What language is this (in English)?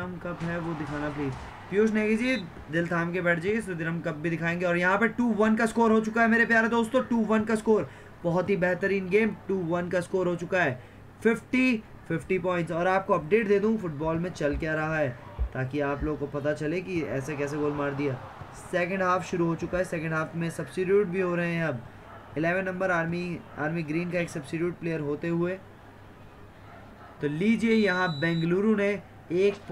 Hindi